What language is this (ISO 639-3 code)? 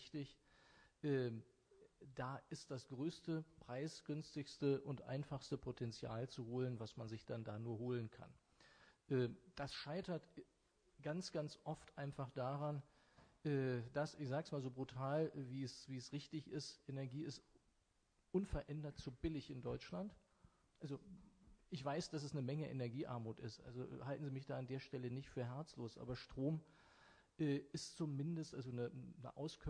deu